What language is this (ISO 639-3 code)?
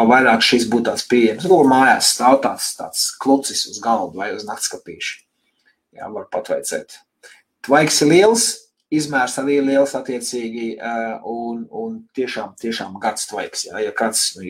lav